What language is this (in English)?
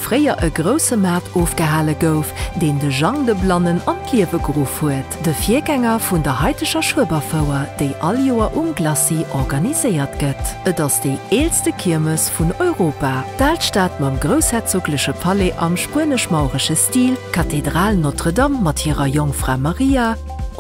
Luxembourgish